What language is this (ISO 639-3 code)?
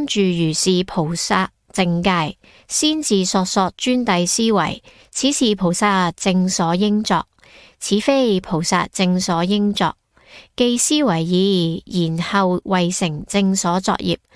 yue